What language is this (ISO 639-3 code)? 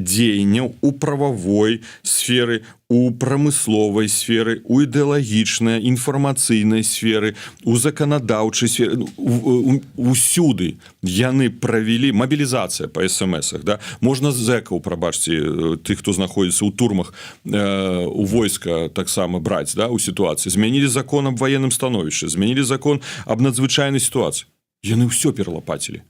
bel